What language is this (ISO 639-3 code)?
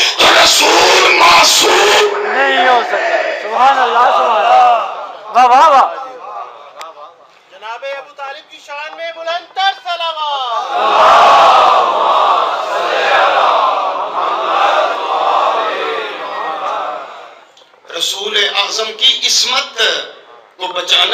urd